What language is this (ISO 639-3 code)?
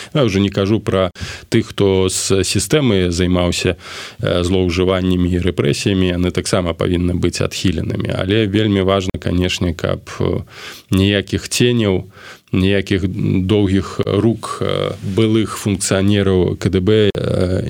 bel